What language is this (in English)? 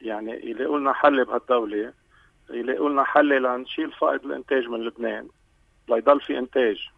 North Levantine Arabic